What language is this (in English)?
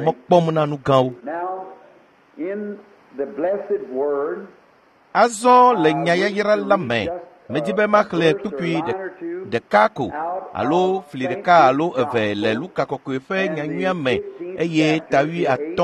Ewe